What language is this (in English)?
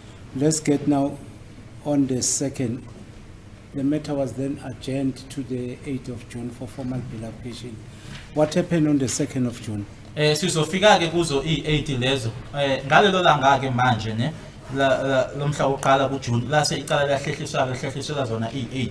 Zulu